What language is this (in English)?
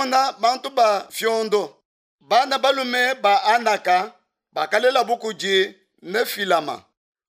Luba-Lulua